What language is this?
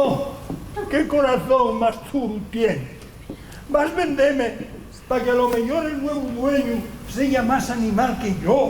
Asturian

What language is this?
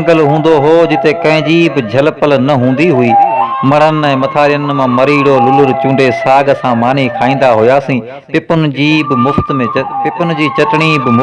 Sindhi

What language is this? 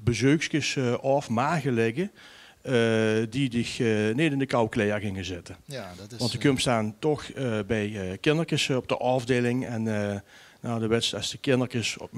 Limburgish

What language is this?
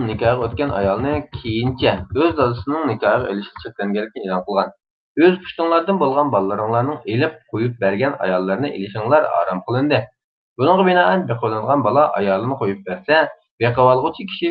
Uyghur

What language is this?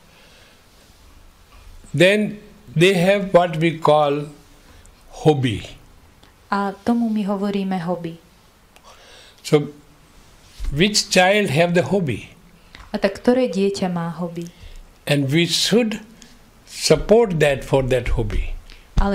Slovak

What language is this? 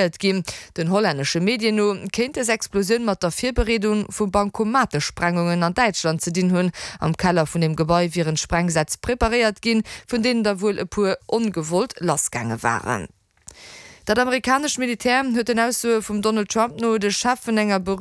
Luxembourgish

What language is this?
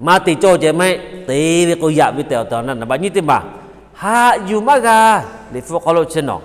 Lahu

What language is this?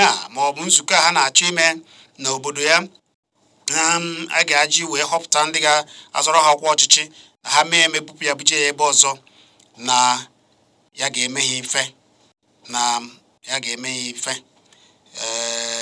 Igbo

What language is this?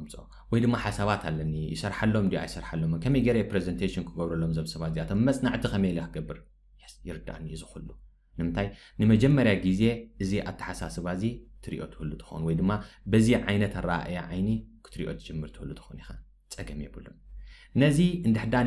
Tigrinya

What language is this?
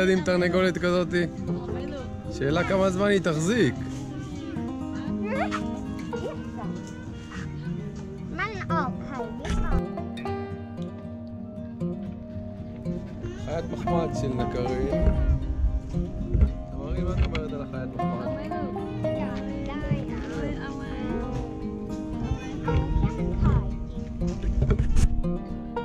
Hebrew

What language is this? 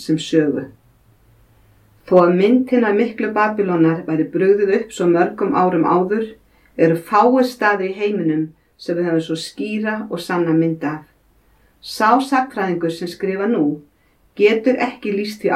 Icelandic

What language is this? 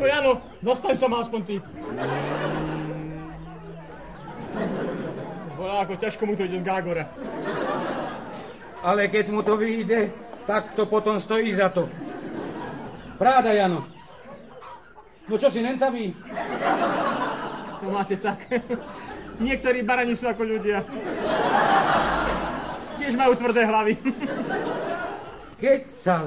Slovak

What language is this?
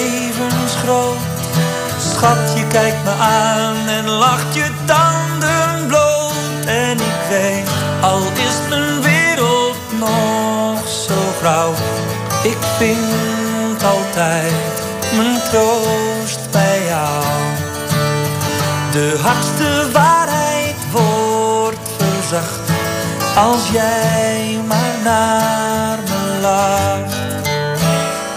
Dutch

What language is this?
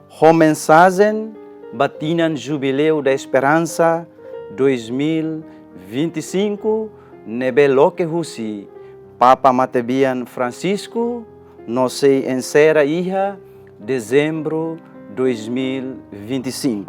Tetum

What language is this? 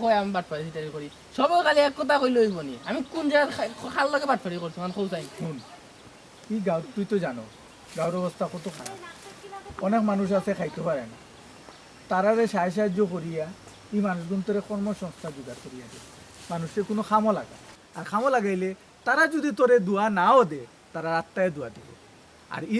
Sylheti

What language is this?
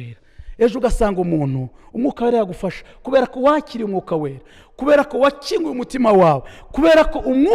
Kinyarwanda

